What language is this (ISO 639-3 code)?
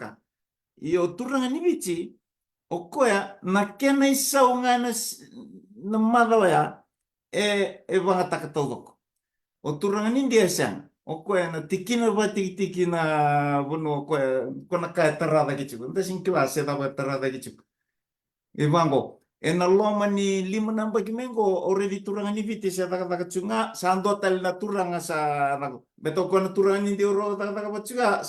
fij